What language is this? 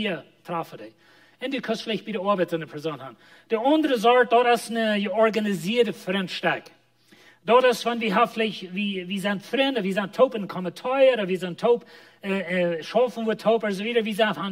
Plautdietsch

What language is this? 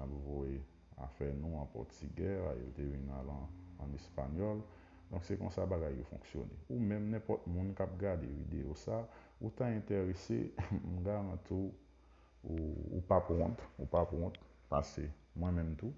Haitian Creole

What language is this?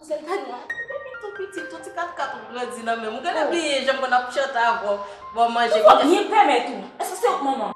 Haitian Creole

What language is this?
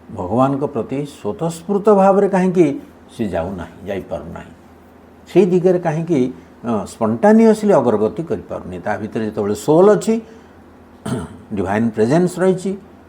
Odia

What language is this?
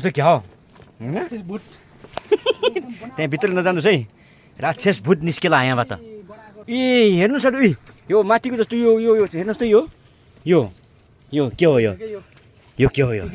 Nepali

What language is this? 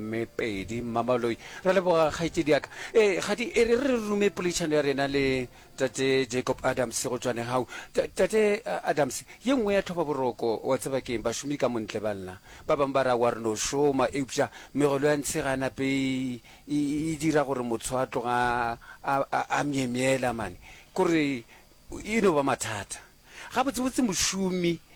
Northern Sotho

